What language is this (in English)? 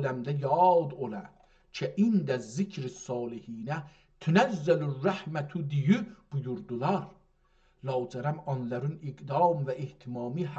South Azerbaijani